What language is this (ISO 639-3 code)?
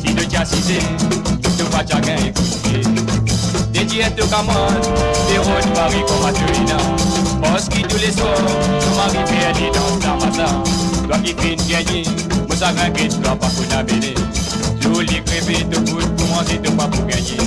mfe